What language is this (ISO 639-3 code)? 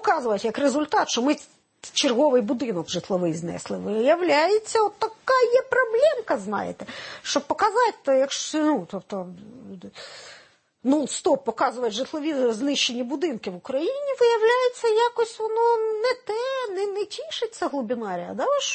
ukr